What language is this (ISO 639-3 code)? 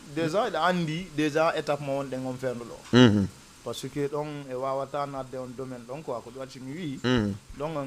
ful